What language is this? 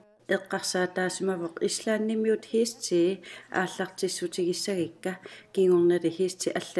Kalaallisut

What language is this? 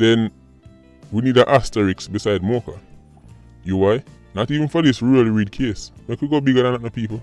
Jamaican Creole English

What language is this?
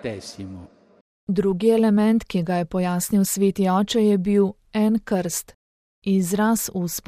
Slovenian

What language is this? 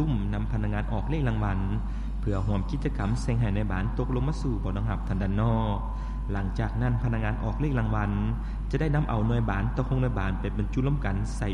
Lao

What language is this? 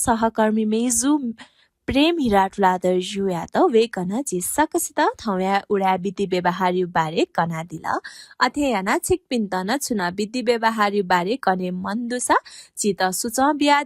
Newari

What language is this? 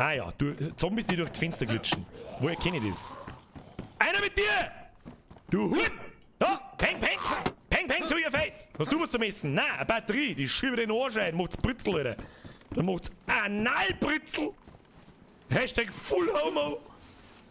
Bavarian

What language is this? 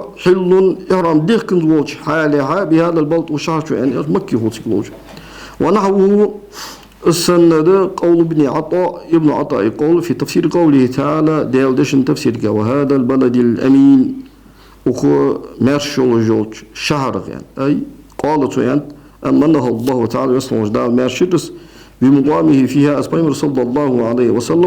Ingush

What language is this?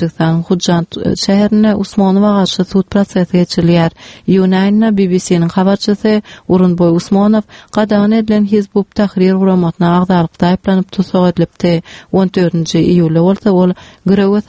Turkmen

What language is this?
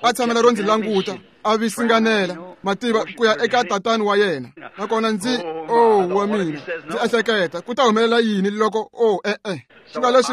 Tsonga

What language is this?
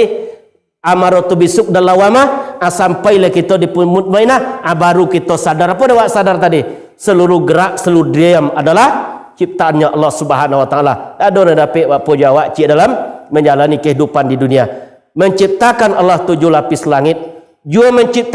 Minangkabau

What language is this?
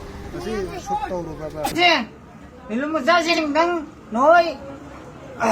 Manipuri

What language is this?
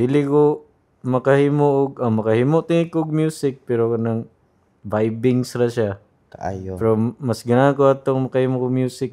Cebuano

